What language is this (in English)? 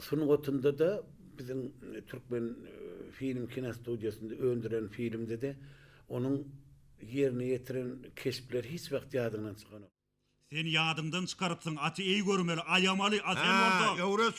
Turkmen